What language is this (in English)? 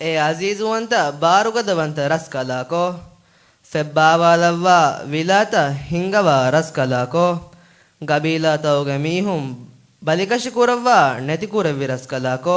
Divehi